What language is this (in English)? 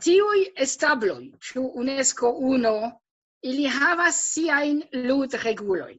Esperanto